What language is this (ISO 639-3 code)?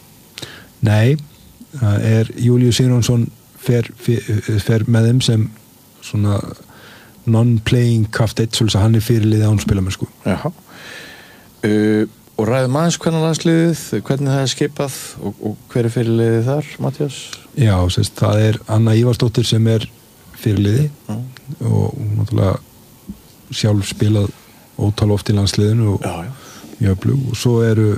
isl